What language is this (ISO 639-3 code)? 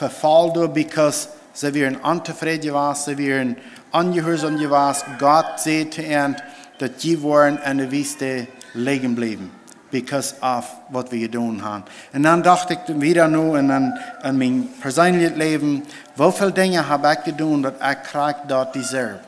pdt